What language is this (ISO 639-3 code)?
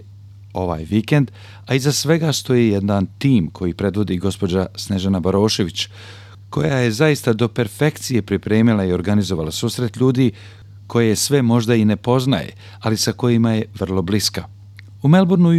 bos